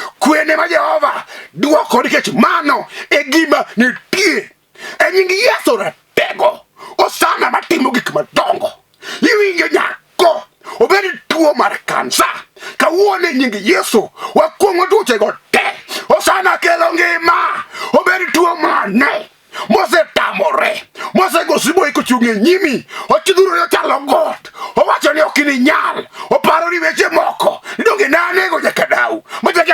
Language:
Luo (Kenya and Tanzania)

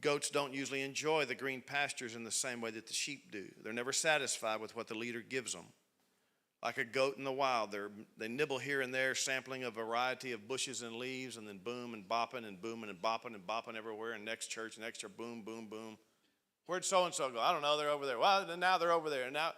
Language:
English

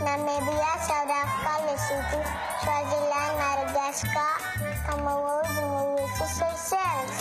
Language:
Kabyle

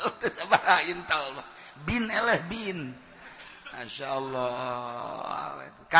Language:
Sundanese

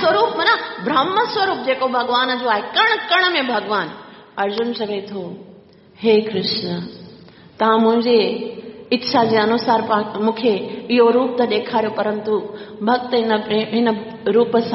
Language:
Sindhi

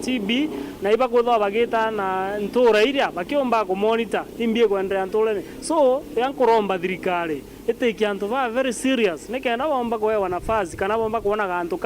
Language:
Meru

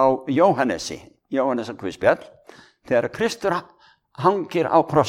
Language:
Icelandic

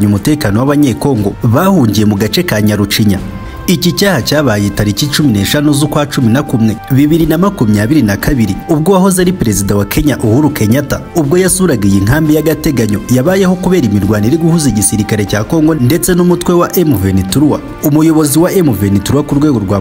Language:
Kinyarwanda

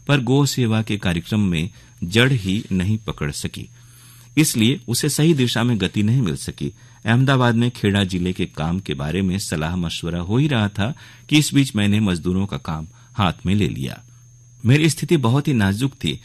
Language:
Hindi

